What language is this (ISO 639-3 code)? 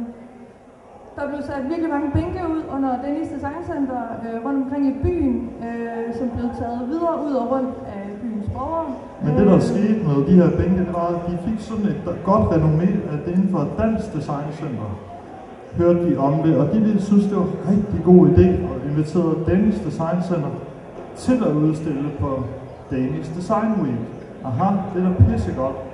dan